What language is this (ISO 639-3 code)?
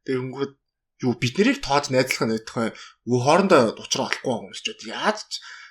mon